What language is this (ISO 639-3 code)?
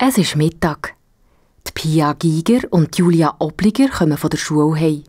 gsw